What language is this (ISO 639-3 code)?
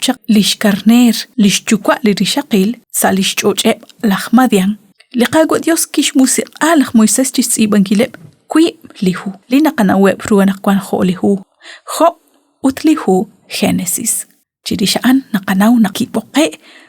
kek